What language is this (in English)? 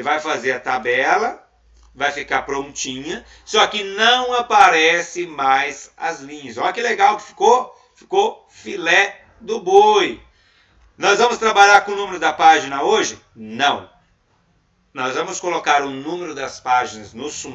Portuguese